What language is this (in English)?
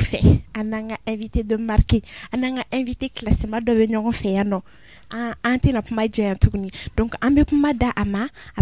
Bambara